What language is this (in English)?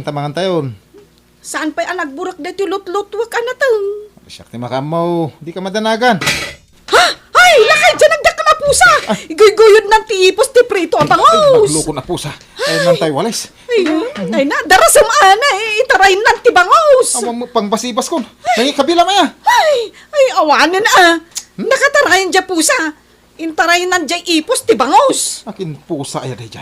Iloko